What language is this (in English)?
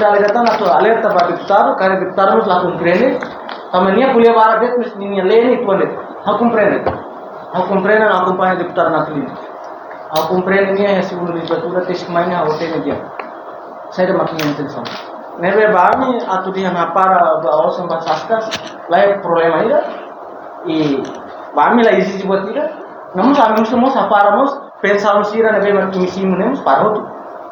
Tetum